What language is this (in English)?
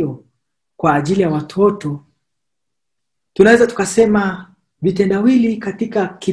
Swahili